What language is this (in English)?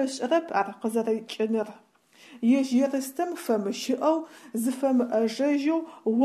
Adyghe